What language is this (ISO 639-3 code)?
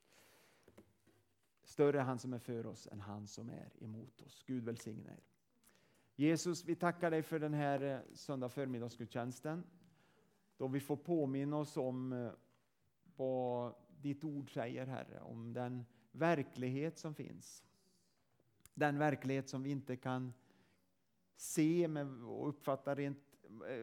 swe